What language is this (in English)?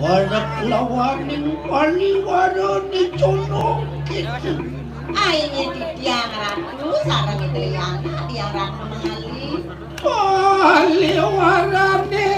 Balinese